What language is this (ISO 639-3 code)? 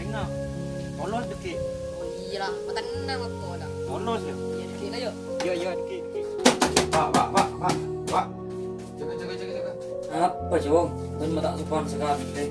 mad